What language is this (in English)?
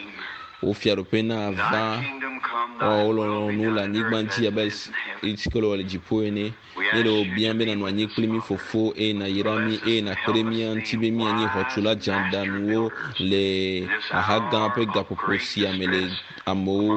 Ewe